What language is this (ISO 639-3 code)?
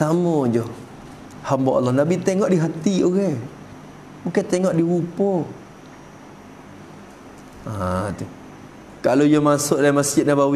msa